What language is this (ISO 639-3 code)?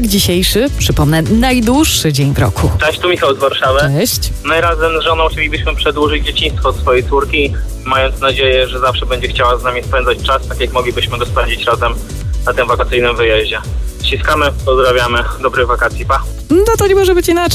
pol